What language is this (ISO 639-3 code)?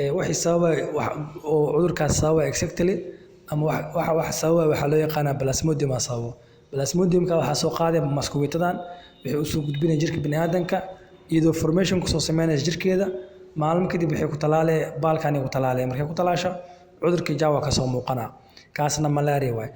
som